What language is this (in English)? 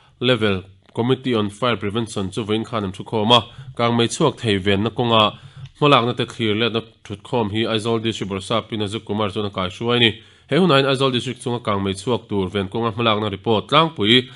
Mizo